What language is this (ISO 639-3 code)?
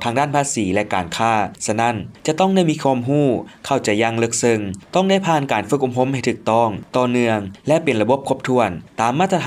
lao